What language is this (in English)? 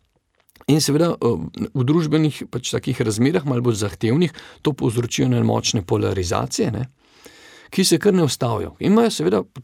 Slovenian